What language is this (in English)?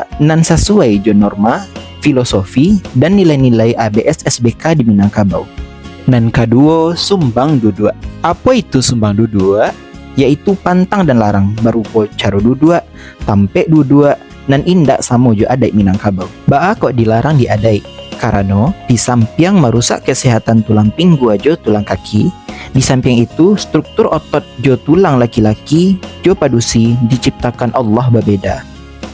Minangkabau